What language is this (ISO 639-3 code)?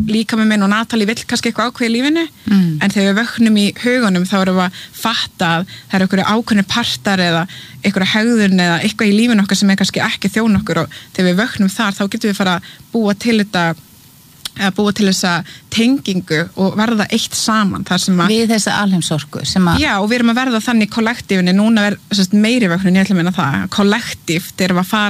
isl